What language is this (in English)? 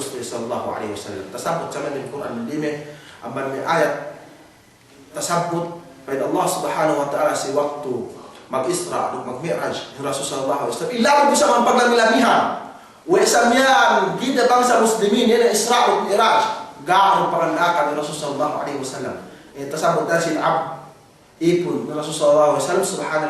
Yakan